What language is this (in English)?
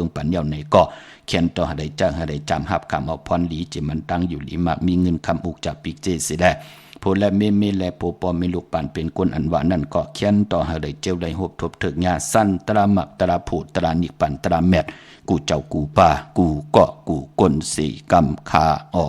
Shan